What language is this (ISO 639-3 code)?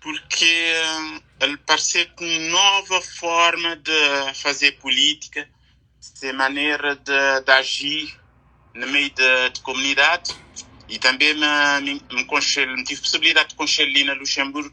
kea